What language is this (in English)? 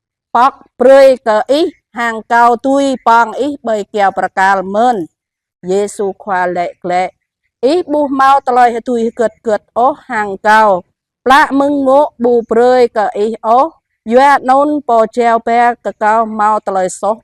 Jarai